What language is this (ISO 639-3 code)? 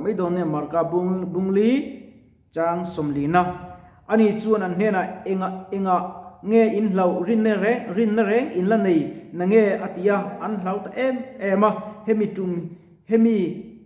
lus